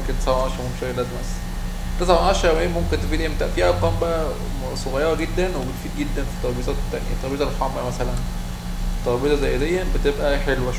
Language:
Egyptian Arabic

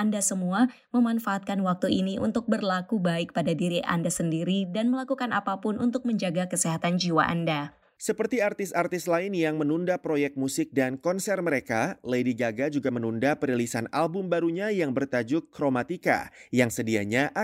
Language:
Indonesian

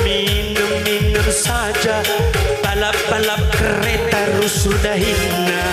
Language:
Batak Karo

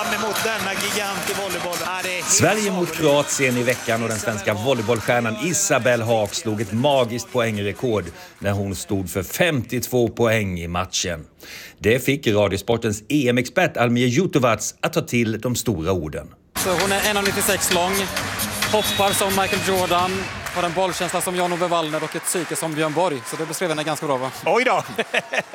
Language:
Swedish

